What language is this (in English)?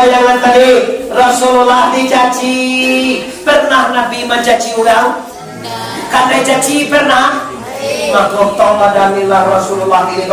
Minangkabau